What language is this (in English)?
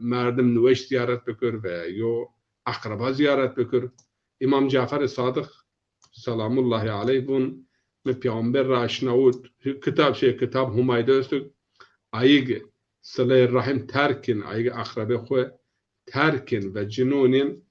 Zaza